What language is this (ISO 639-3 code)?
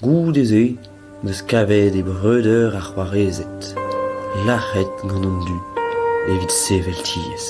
bre